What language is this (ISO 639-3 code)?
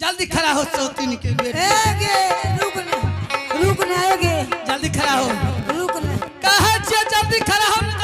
anp